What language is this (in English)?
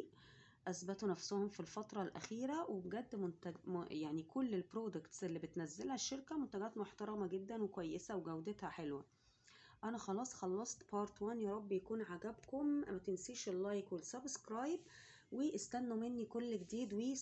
Egyptian Arabic